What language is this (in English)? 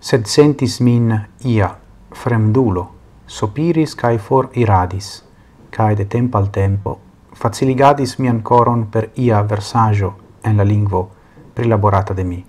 Esperanto